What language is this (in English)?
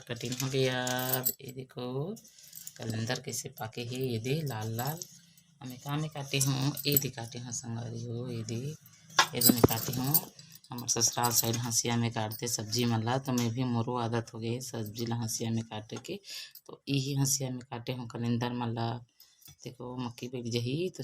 Chhattisgarhi